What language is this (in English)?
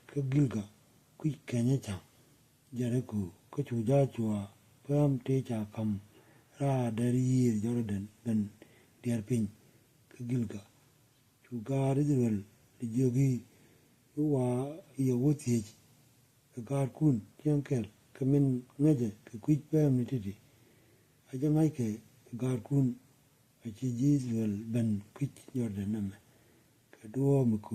Nuer